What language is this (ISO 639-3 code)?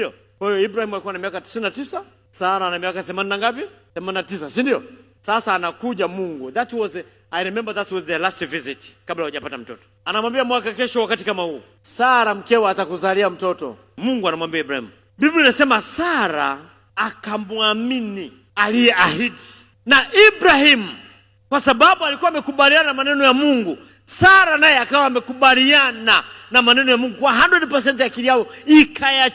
swa